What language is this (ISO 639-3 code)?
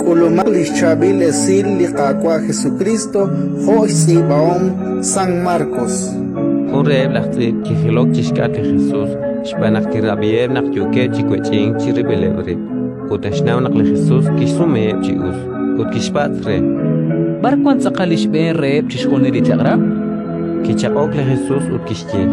kek